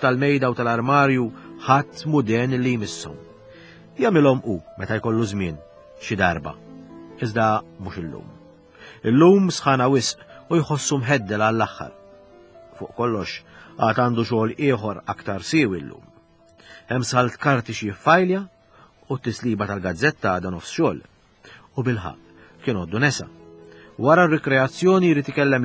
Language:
Maltese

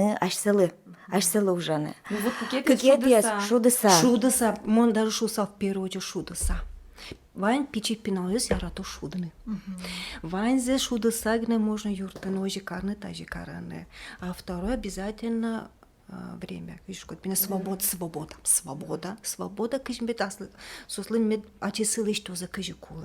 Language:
Udmurt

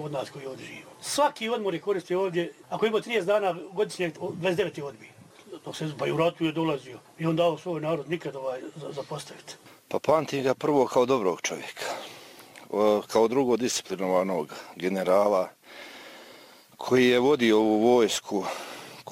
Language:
Bosnian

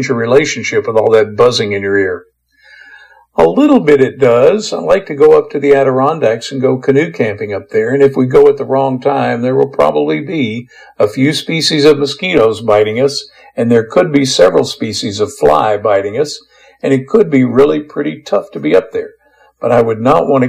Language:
English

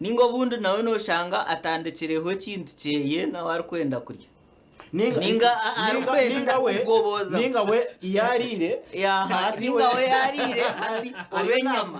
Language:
Nyankole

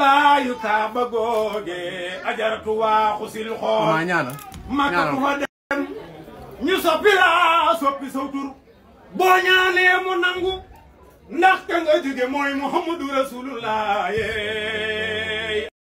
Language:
Wolof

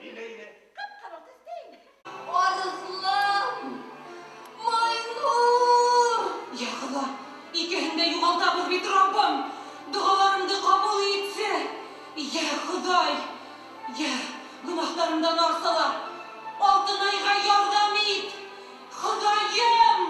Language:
Bashkir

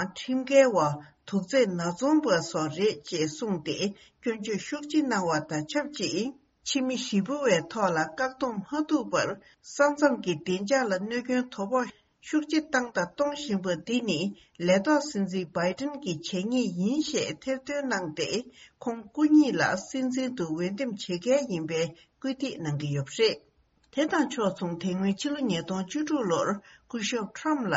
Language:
Tibetan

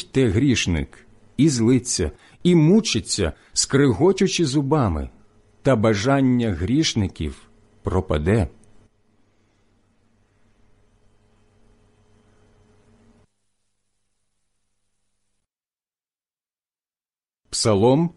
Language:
Ukrainian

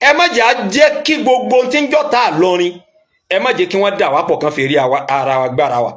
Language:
Yoruba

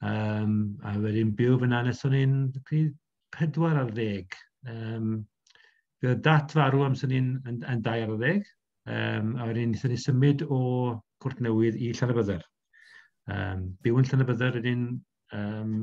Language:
Welsh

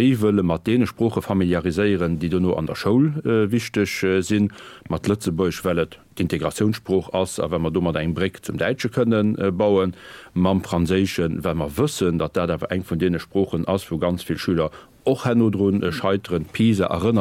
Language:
Luxembourgish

